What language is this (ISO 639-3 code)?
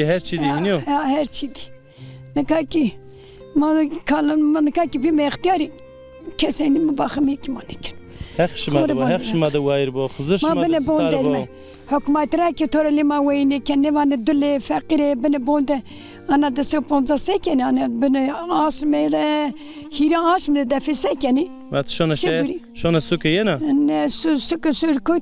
zza